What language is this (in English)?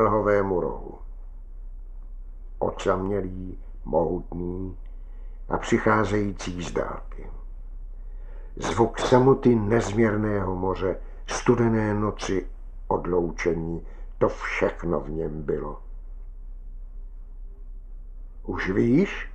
Czech